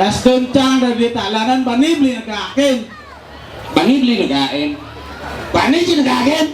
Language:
Balinese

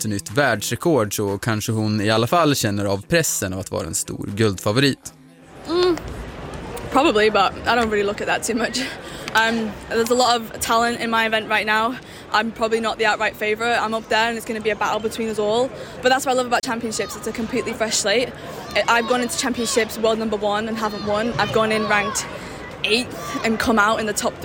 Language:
Swedish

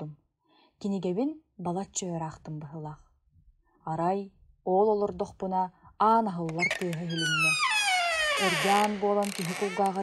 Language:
Yakut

